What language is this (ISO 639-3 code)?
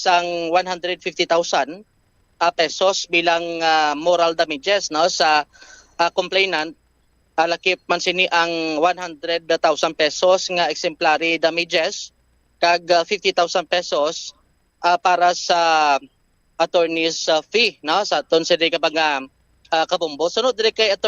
hil